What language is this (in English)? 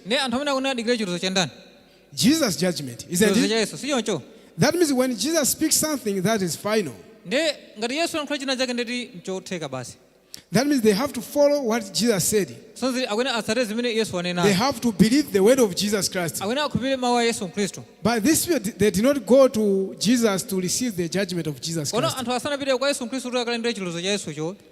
Nyanja